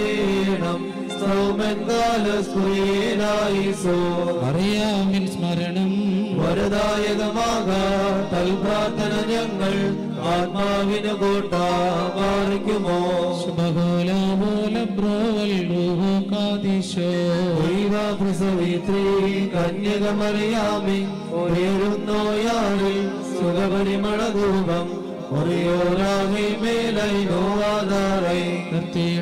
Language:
Malayalam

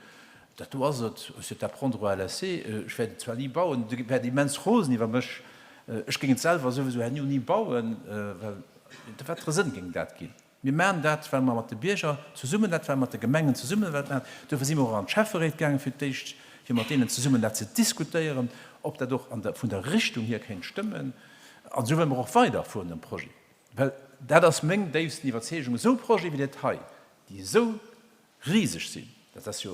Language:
Luxembourgish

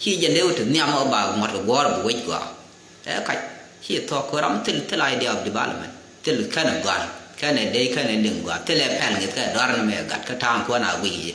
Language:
Nuer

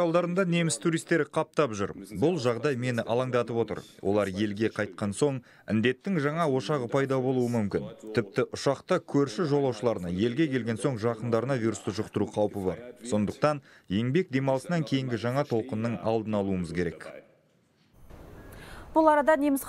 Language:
Kazakh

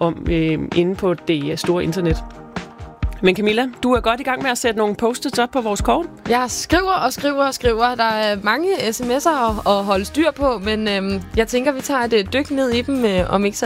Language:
Danish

